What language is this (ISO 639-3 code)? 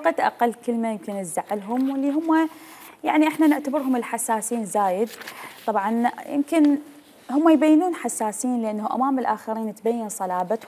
acm